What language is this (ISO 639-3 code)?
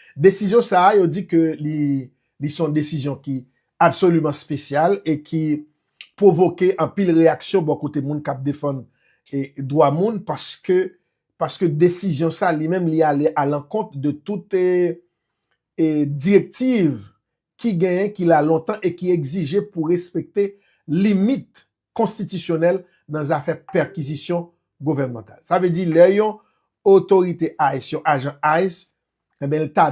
hat